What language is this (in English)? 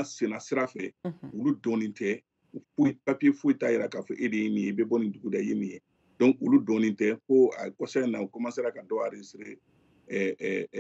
Bambara